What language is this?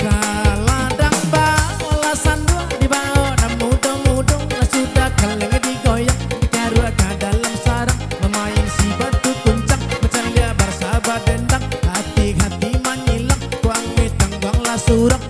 Minangkabau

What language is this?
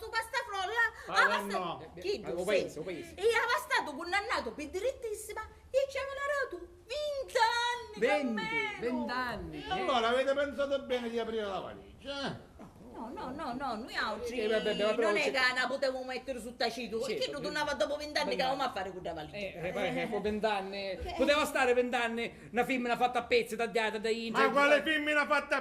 Sicilian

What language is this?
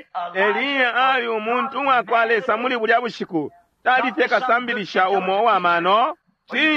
Bemba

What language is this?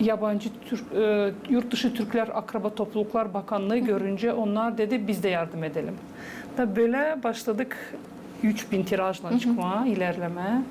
Gagauz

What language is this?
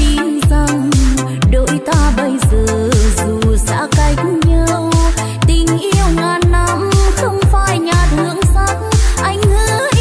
Vietnamese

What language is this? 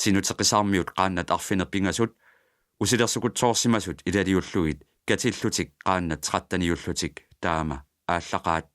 Kalaallisut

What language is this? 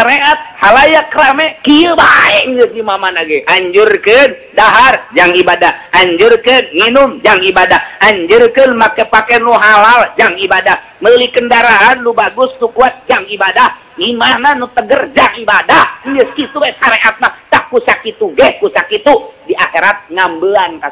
Sundanese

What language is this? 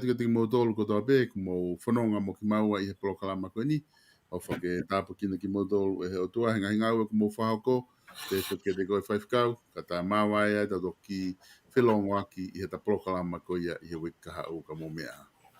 Tongan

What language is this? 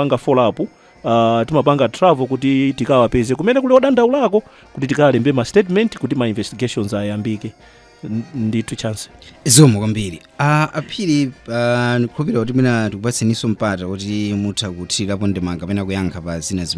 Nyanja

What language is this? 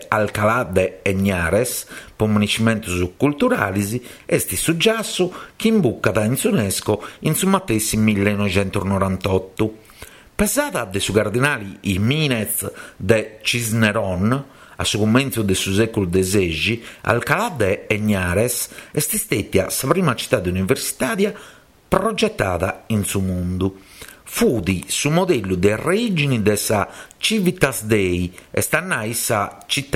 Sardinian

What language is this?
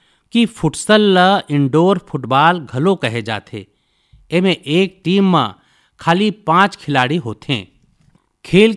Chhattisgarhi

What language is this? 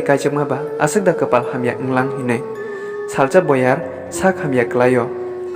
Kok Borok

